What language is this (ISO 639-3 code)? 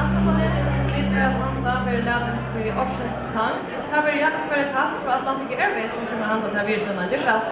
fao